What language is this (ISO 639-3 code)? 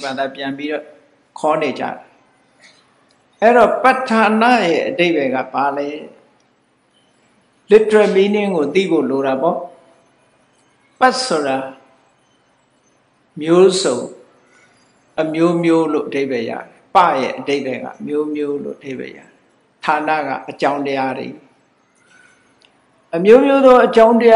mya